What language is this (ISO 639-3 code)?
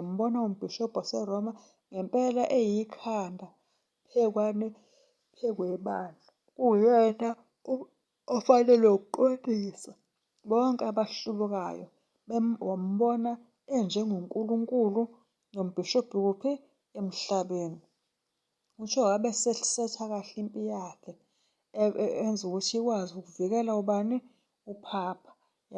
zul